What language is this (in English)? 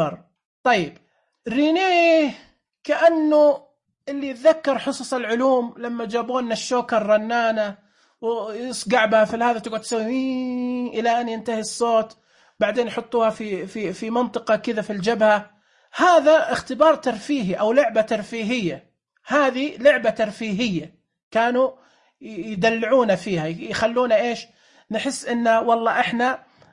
Najdi Arabic